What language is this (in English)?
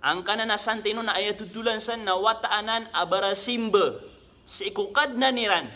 Maranao